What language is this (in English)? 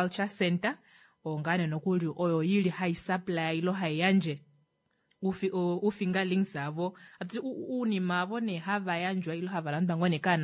Kuanyama